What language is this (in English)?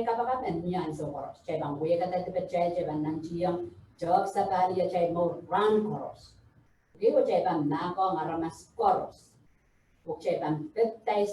Pohnpeian